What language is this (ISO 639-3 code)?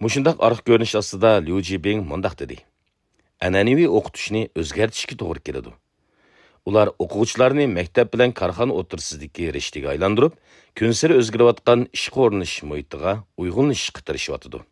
uig